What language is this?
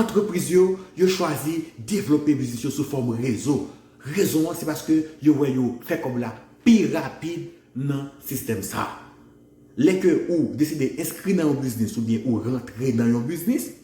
Haitian Creole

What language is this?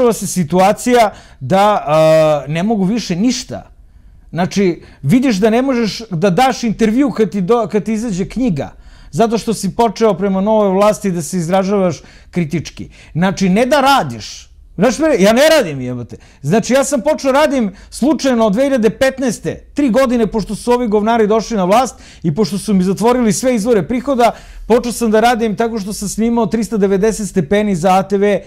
Serbian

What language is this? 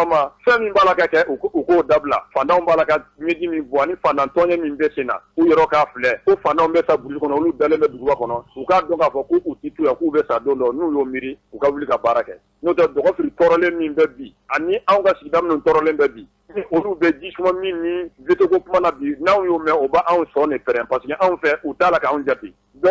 Bambara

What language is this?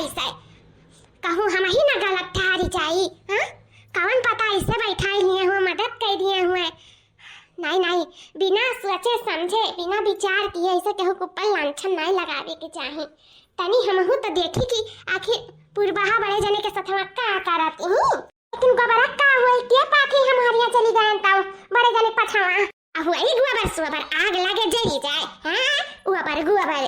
Awadhi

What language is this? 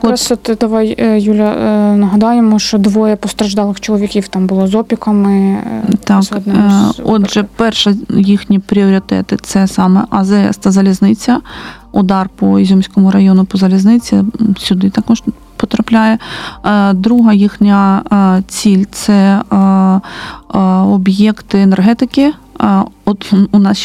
Ukrainian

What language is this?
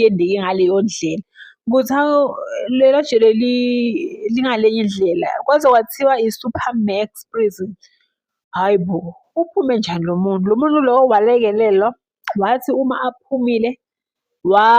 Zulu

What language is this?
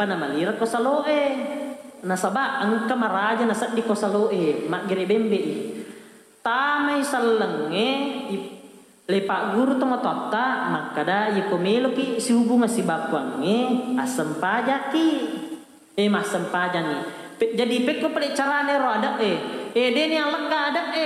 Buginese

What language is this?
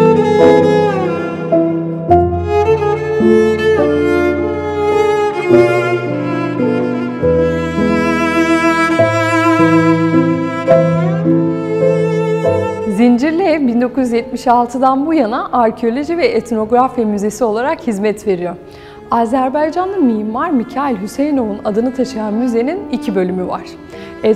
Turkish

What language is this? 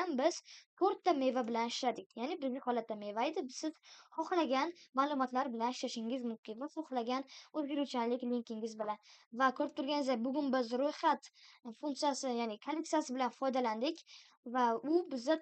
Uzbek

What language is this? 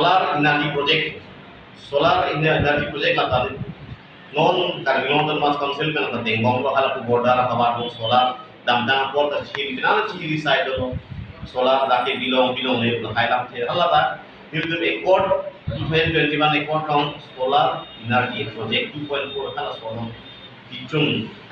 Karbi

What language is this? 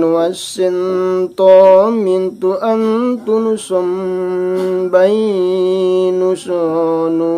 Makasar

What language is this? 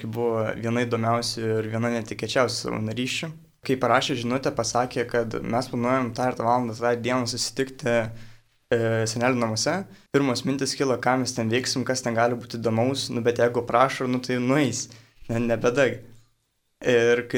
Lithuanian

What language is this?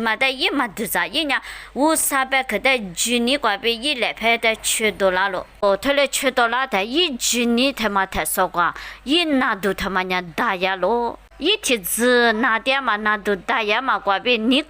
Lisu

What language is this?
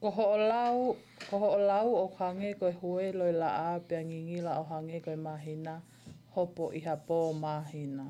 Tongan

